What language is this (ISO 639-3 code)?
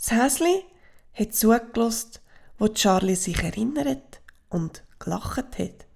gsw